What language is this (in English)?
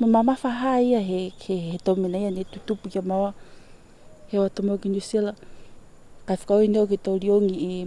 Niuean